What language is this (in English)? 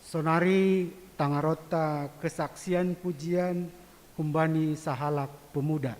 Batak Simalungun